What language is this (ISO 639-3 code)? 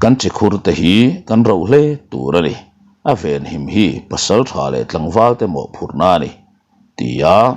lus